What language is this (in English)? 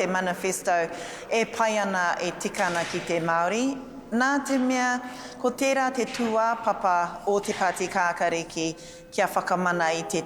Māori